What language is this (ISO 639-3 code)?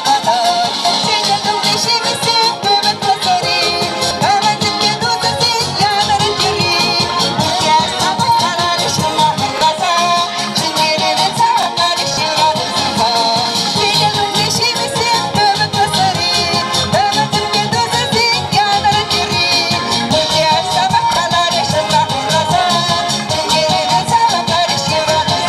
chv